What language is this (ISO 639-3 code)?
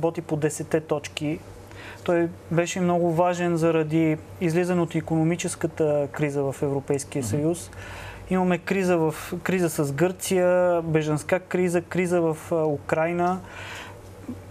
bul